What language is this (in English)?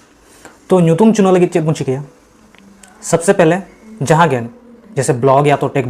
Santali